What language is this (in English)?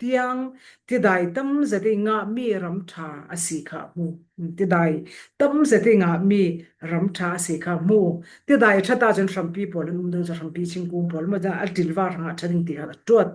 Falam Chin